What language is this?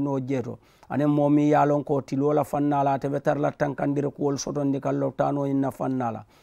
Mandingo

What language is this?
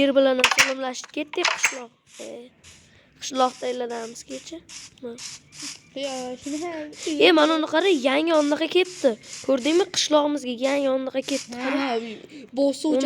Uzbek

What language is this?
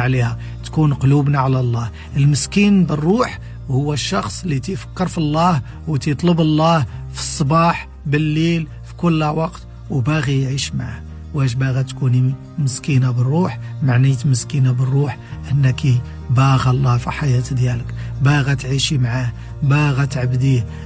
Moroccan Arabic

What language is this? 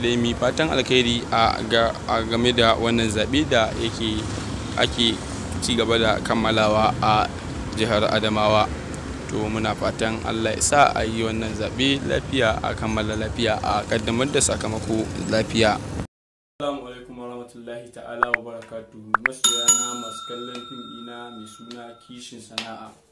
Hausa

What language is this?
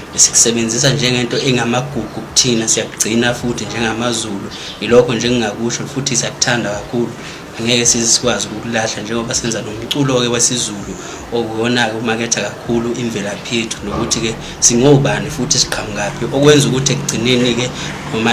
Zulu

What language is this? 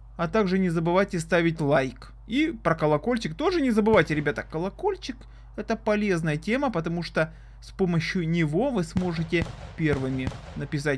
Russian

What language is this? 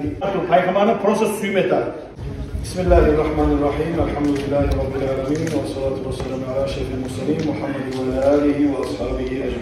Kumyk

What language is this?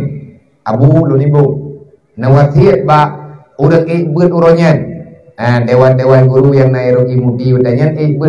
Achinese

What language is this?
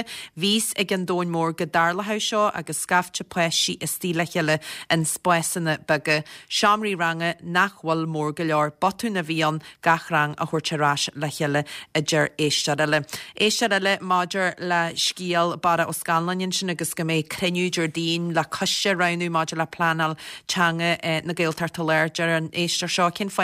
Irish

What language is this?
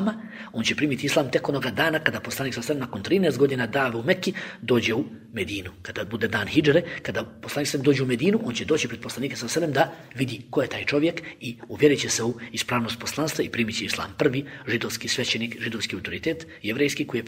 Bosnian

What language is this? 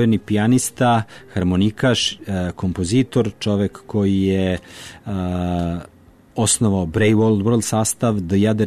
Serbian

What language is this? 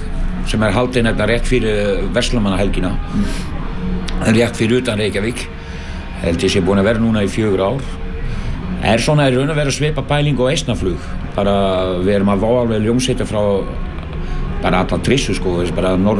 Icelandic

